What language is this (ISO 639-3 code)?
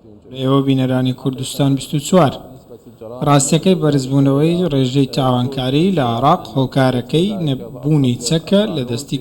ckb